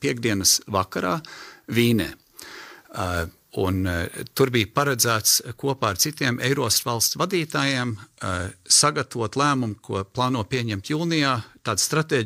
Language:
Latvian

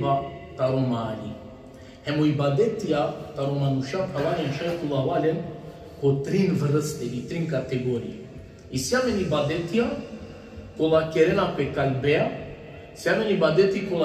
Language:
Balkan Romani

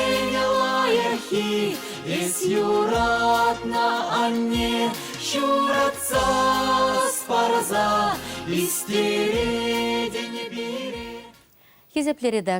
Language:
Chuvash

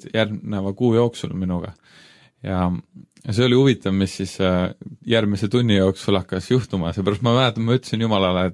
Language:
Estonian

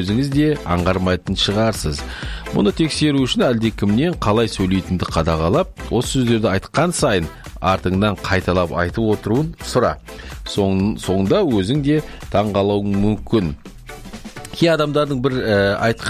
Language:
Kazakh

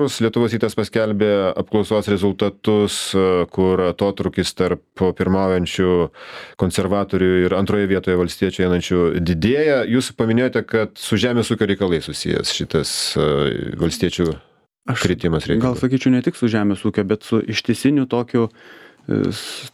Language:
Lithuanian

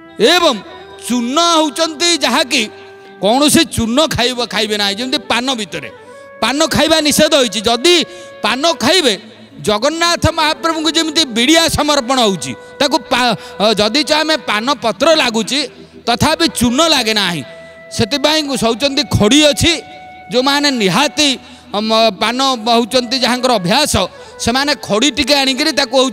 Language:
Odia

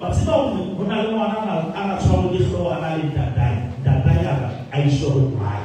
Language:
Southern Sotho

